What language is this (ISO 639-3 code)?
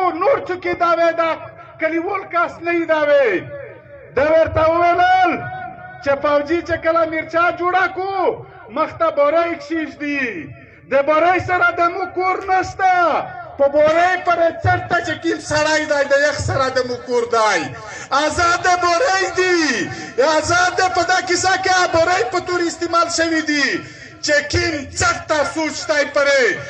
pus